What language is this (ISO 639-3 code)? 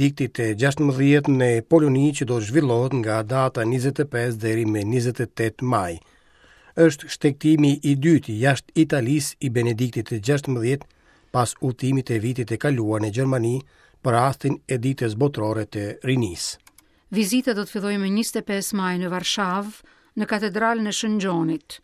sqi